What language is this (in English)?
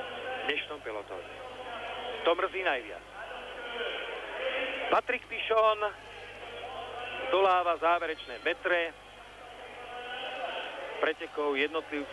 Slovak